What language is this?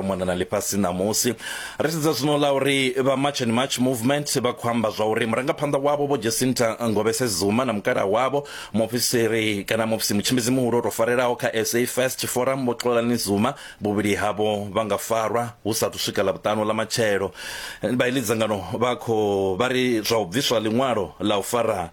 Venda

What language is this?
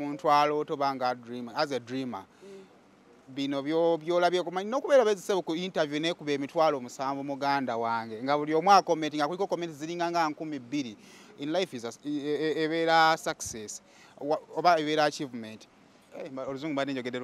Ganda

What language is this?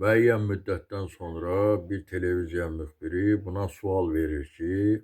Azerbaijani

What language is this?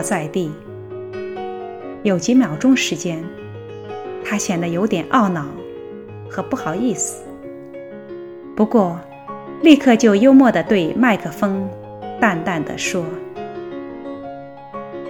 Chinese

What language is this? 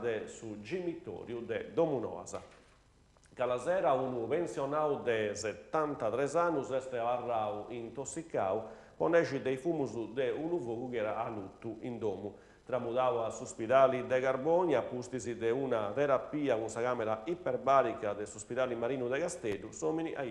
Sardinian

